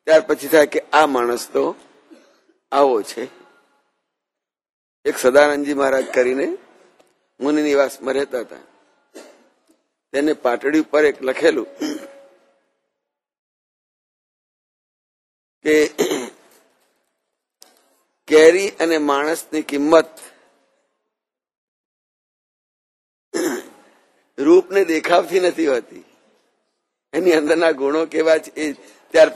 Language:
Gujarati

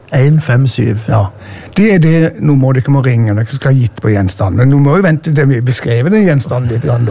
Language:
Norwegian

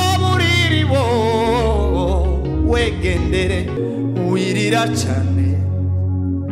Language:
Kinyarwanda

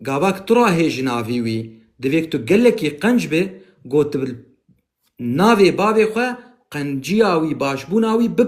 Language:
Kurdish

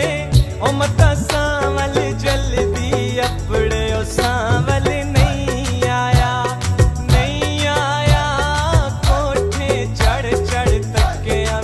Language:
Pahari-Potwari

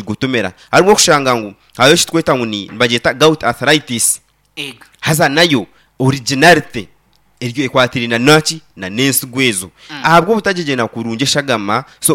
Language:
Nyankole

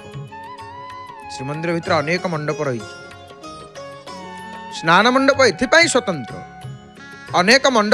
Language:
Odia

